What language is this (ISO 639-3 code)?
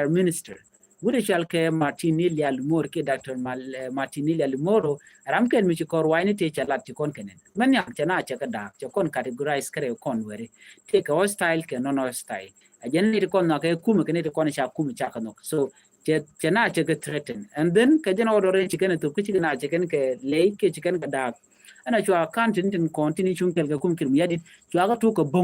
nus